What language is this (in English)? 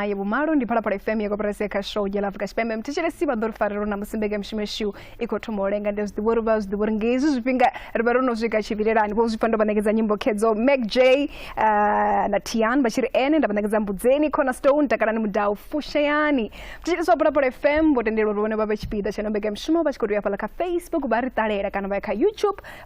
Venda